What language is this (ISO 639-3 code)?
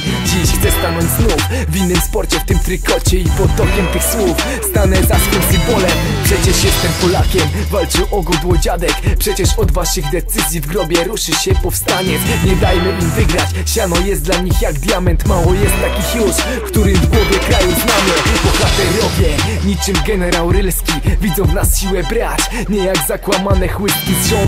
pol